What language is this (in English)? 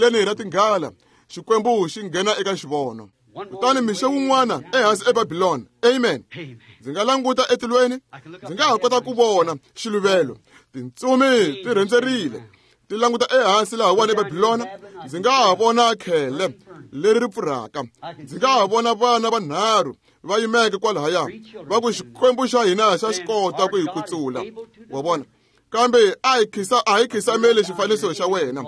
Tsonga